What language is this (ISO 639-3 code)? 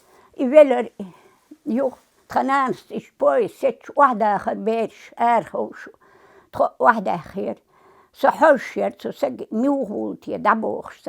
che